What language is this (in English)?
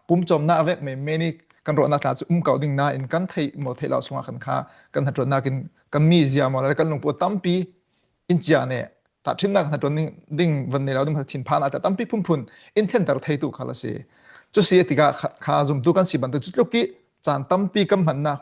Falam Chin